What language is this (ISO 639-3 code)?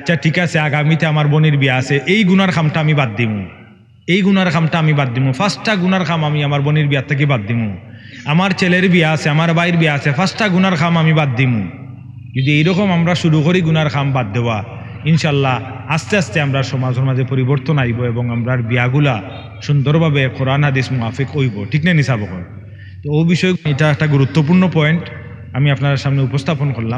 syl